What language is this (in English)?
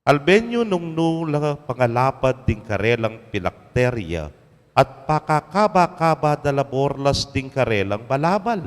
Pampanga